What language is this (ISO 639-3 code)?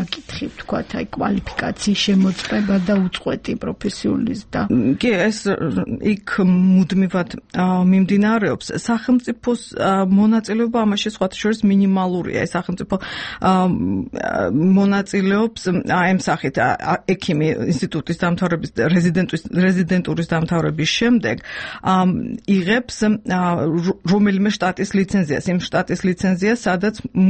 kat